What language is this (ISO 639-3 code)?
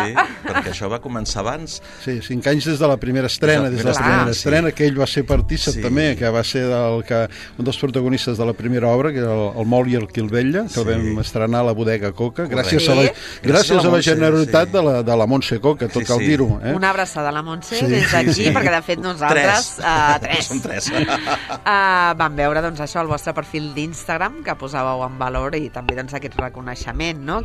cat